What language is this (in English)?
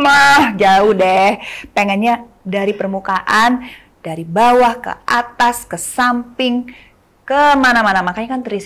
Indonesian